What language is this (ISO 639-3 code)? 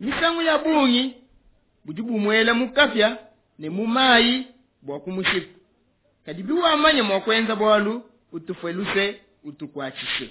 lua